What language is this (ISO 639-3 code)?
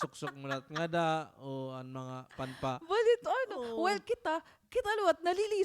war